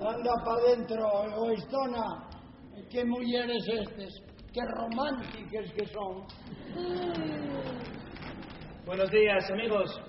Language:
Asturian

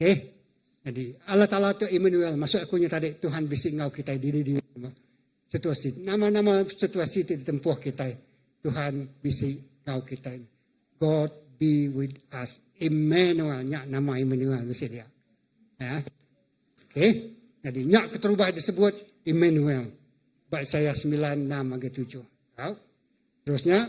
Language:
Iban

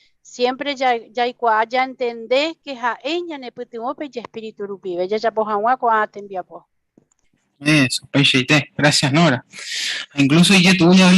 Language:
Guarani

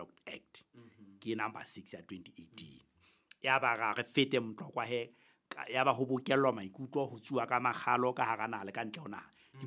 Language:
Southern Sotho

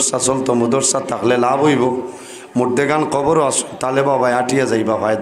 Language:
Sylheti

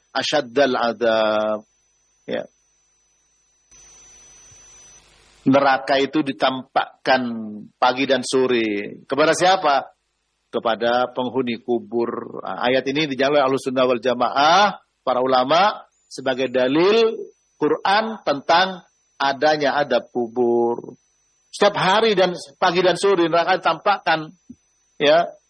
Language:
Indonesian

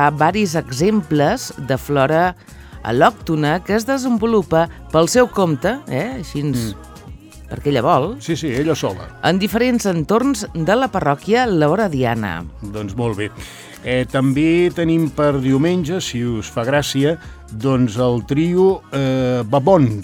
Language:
Catalan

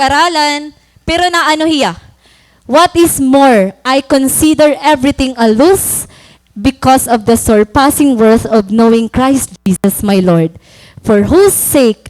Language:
Waray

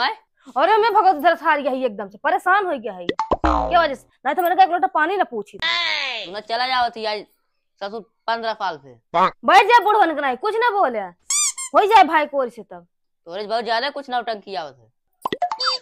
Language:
Awadhi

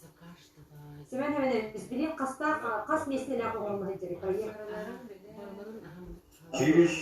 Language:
Yakut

